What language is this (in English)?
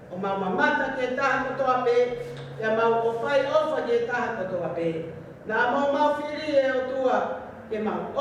Tongan